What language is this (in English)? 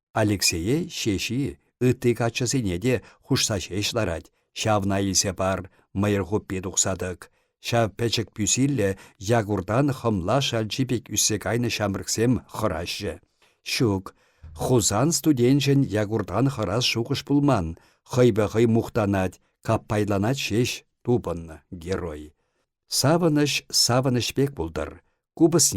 Chuvash